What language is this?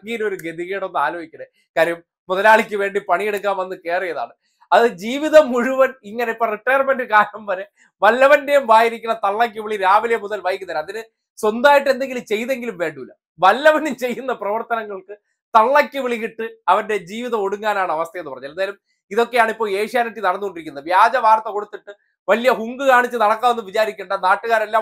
Malayalam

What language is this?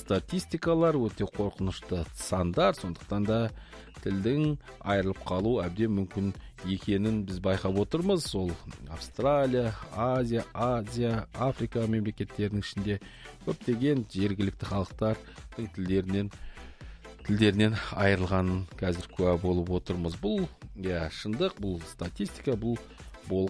Kazakh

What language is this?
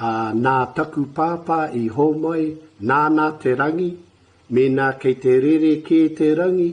Māori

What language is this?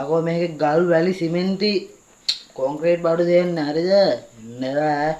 Sinhala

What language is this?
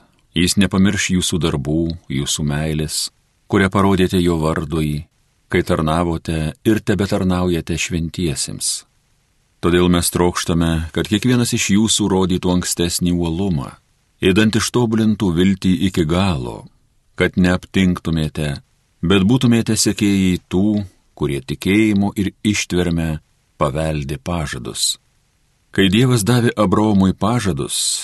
Lithuanian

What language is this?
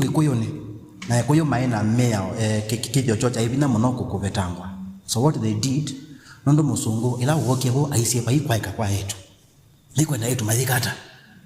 Kamba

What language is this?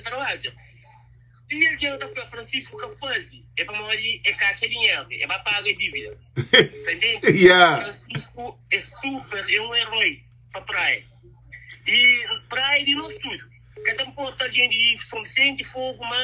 Kabuverdianu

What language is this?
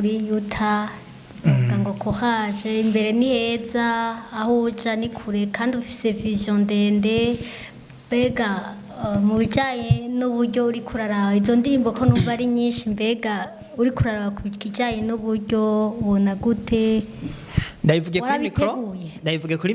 Rundi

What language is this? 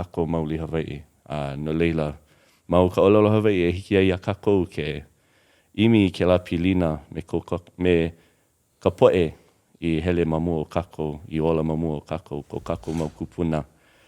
Hawaiian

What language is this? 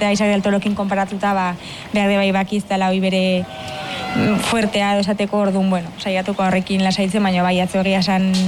Basque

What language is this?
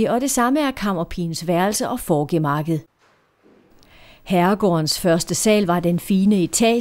Danish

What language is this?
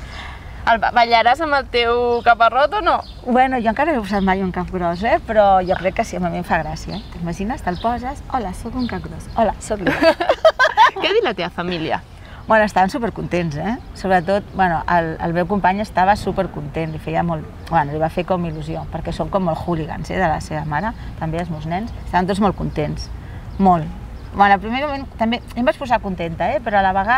Catalan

